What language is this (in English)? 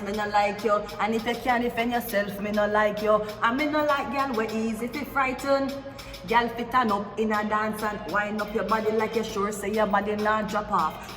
Jamaican Creole English